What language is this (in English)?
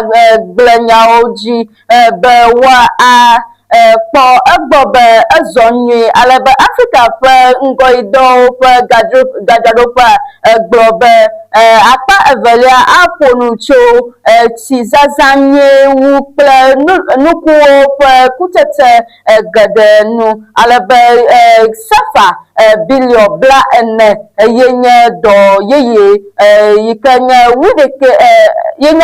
Ewe